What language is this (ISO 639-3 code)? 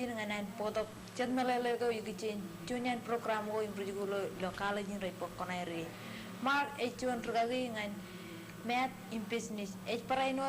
mah